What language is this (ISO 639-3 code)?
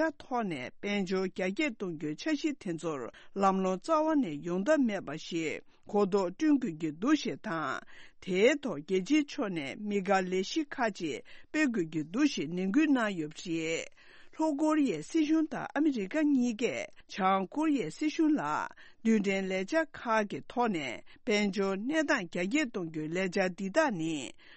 bod